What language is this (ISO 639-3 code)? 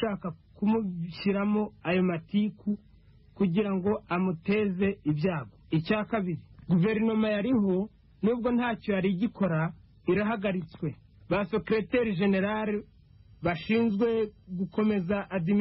kin